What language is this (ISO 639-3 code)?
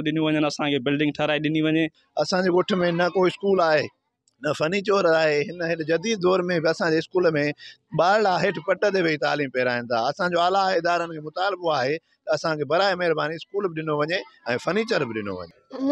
snd